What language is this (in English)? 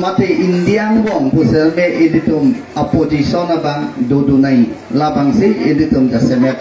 Karbi